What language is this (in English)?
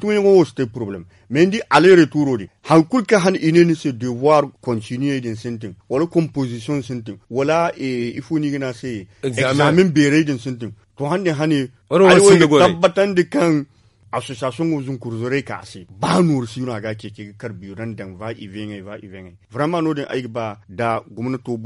Zarma